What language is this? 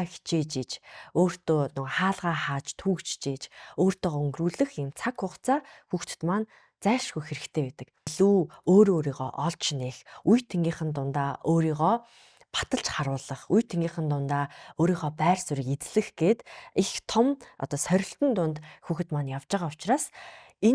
Mongolian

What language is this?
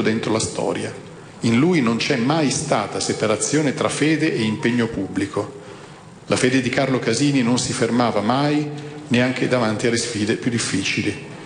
Italian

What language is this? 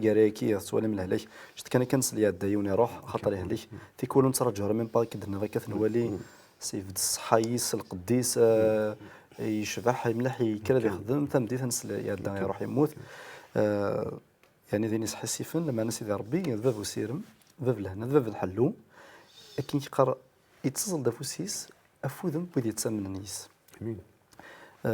Kabyle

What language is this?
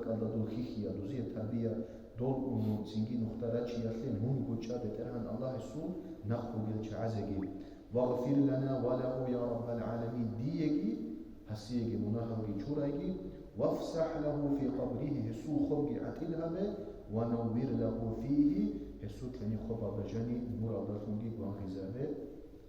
Avaric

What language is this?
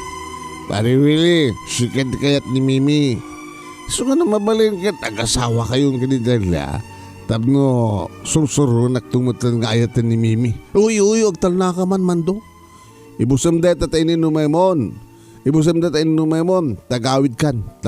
Iloko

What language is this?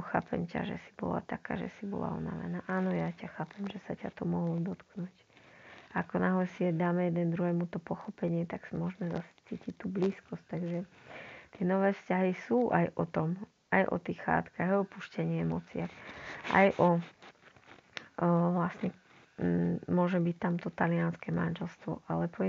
Slovak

